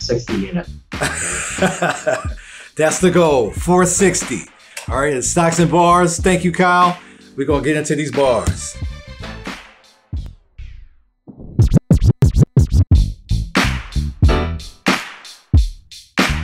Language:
English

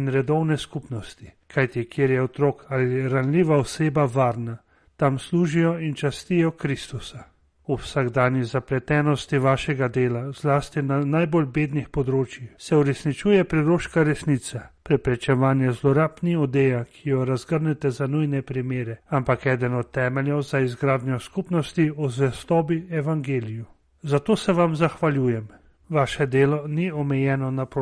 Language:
Slovenian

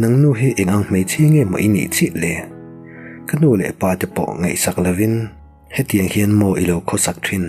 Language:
Mizo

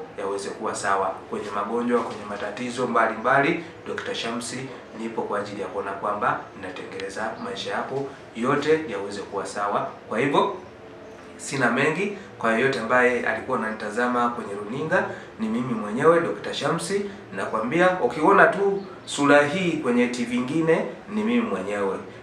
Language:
Swahili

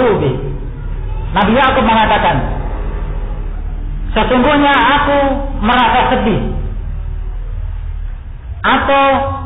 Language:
Indonesian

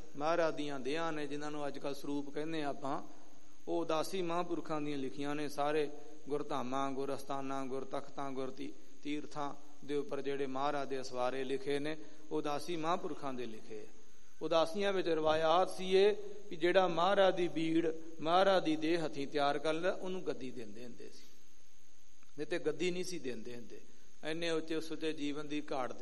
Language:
Punjabi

